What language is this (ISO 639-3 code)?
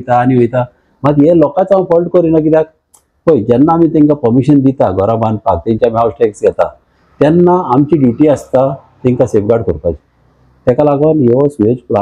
kok